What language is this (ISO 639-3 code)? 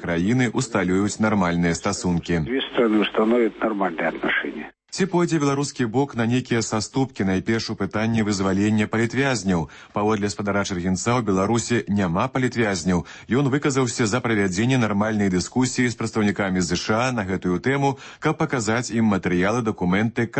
bel